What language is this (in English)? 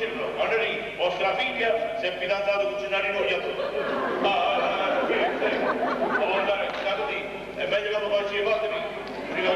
Neapolitan